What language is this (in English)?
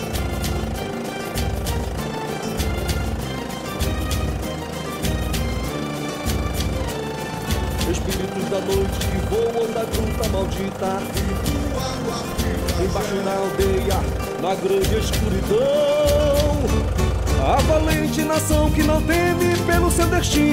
Portuguese